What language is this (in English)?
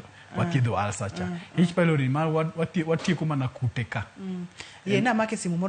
Luo (Kenya and Tanzania)